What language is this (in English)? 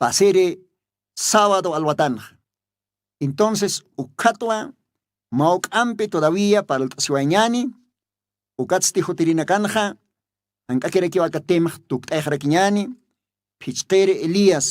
Aymara